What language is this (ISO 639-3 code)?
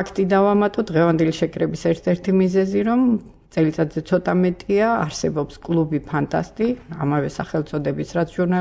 kat